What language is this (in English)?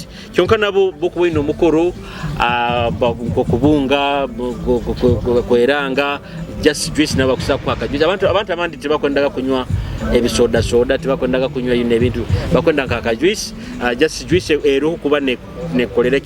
Nyoro